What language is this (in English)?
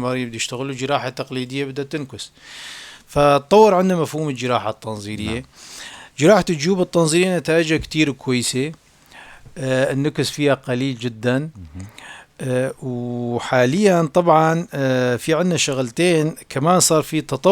North Levantine Arabic